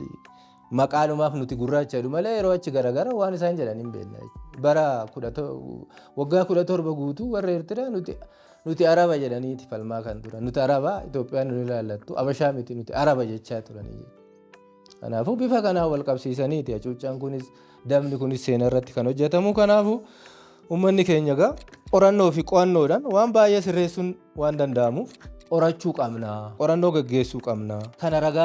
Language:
Oromo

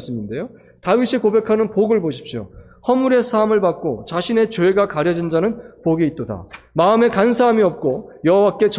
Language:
Korean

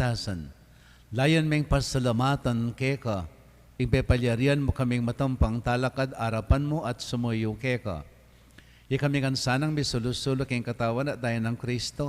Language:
Pampanga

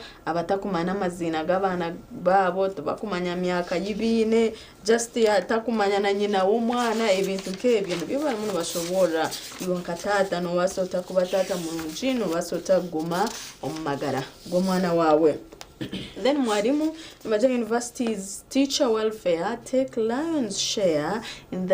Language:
Nyankole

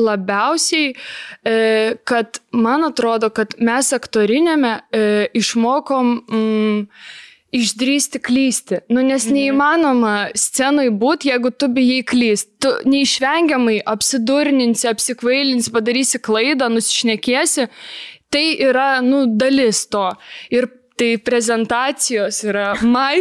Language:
Lithuanian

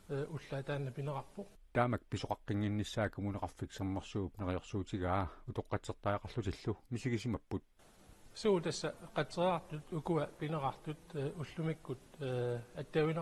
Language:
Kalaallisut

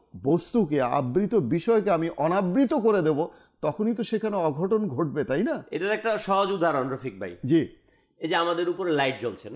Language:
Bangla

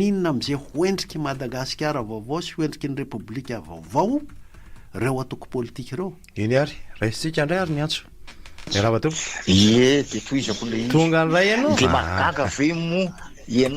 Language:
Malagasy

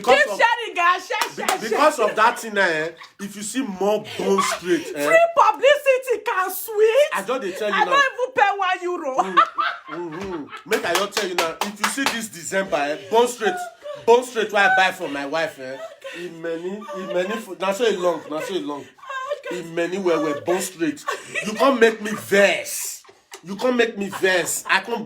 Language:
Nigerian Pidgin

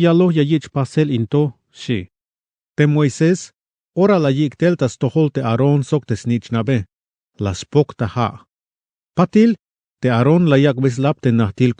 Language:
Tzeltal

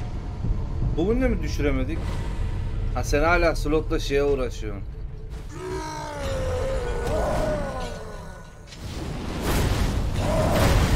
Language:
Turkish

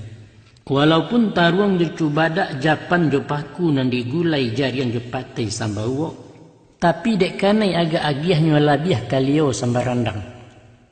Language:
Minangkabau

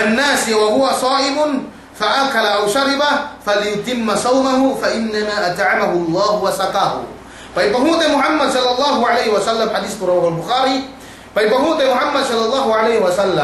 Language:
Yakan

